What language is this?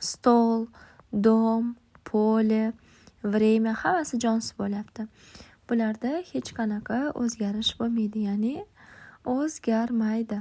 Uzbek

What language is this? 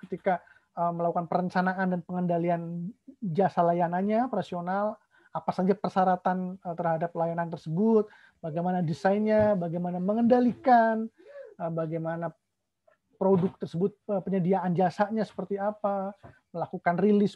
Indonesian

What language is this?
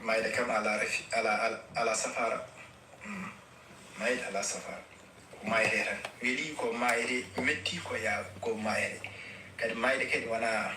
Fula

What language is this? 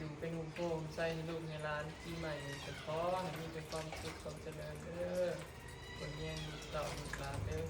Northeastern Thai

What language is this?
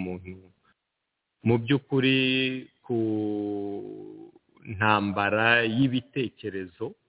Kinyarwanda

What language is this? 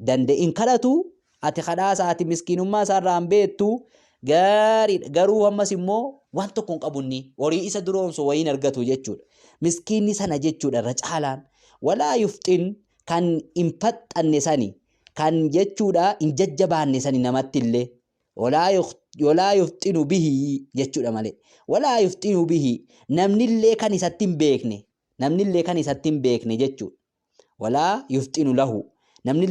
Oromo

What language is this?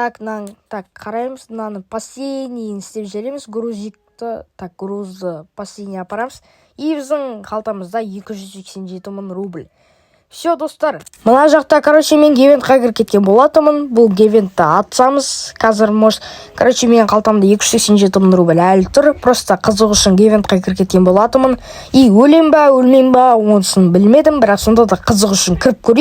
Kazakh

